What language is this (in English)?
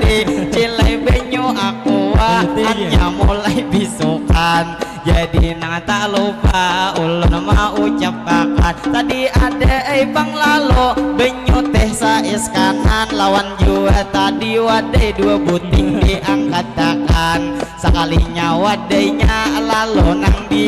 Banjar